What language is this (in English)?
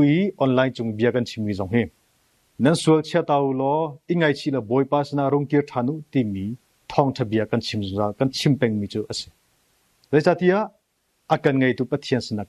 Hakha Chin